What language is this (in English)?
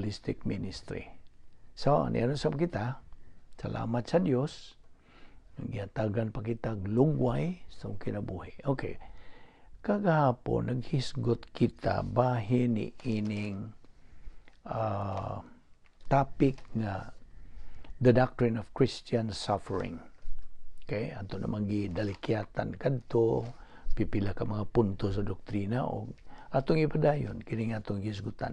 Cebuano